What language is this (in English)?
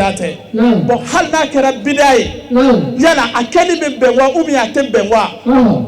Bambara